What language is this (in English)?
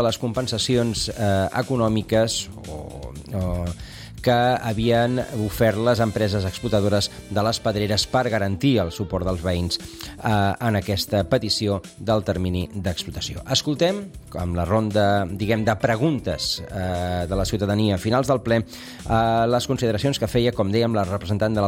Catalan